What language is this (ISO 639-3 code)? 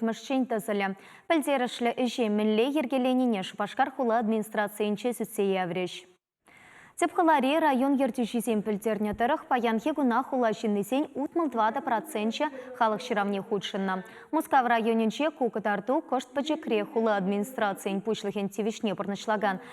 chv